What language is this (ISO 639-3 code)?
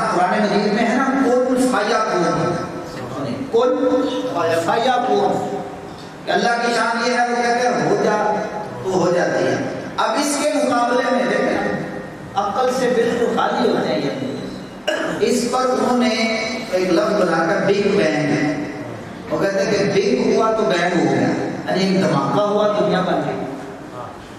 urd